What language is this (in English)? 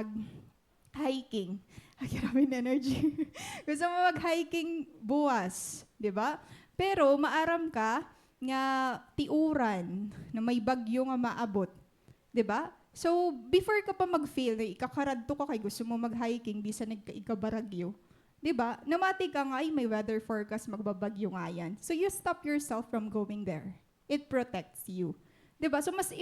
Waray